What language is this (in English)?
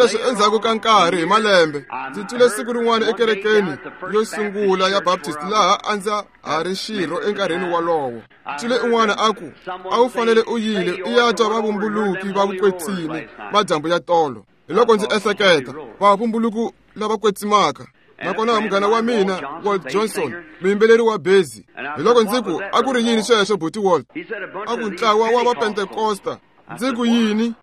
Tsonga